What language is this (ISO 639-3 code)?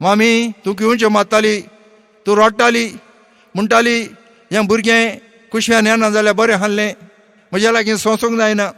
kok